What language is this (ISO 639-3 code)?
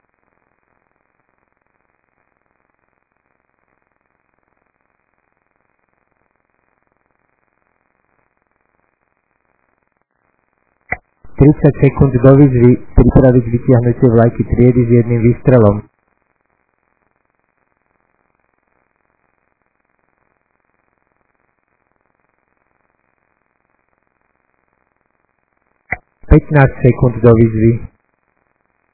slk